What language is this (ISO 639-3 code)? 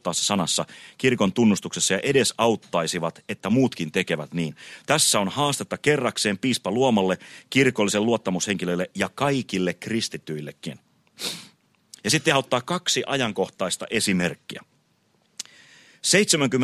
fin